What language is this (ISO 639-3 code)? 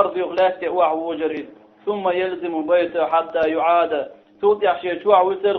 che